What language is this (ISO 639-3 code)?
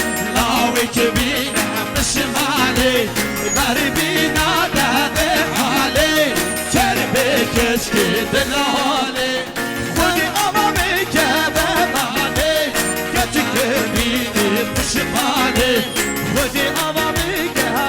kur